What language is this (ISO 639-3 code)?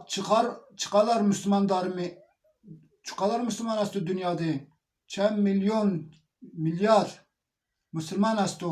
zza